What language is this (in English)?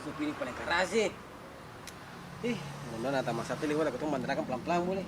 Ambonese Malay